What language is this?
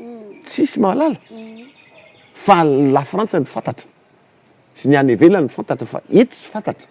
Malagasy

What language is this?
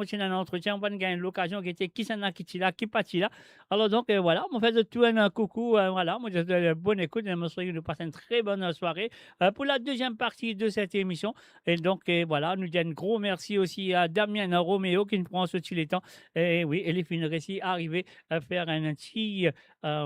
Morisyen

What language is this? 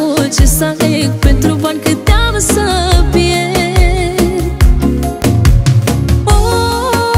Romanian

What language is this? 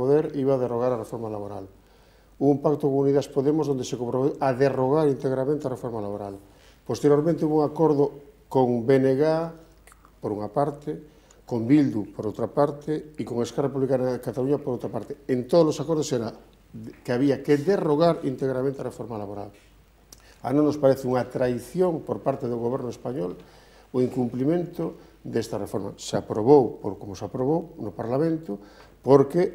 Galician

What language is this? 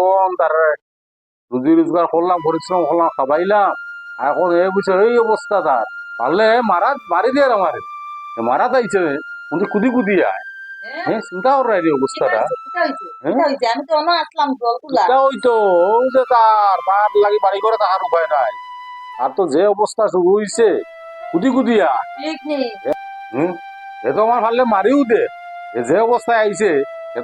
Sylheti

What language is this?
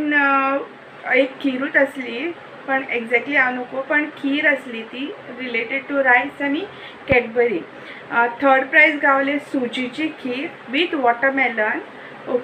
Konkani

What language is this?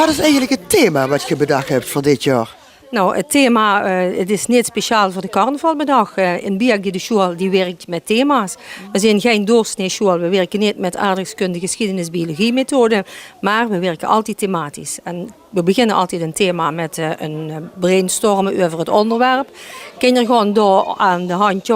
Limburgish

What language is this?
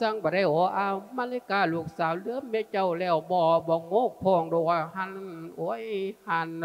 Lao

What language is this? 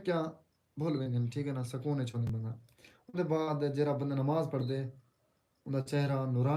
Saraiki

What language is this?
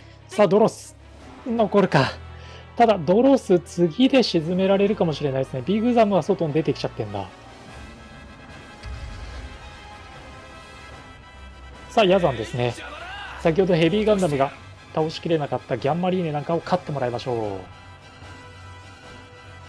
Japanese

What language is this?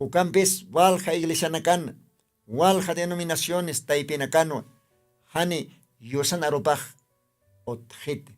Aymara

